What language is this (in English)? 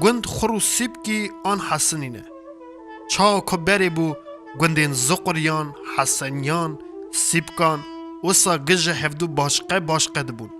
Kurdish